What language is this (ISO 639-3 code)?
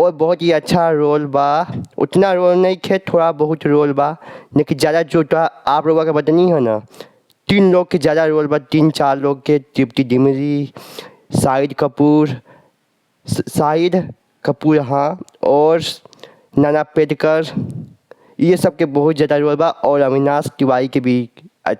bho